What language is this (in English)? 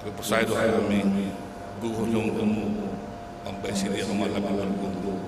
Batak Simalungun